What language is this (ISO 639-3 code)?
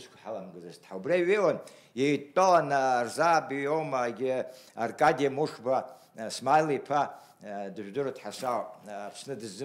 abk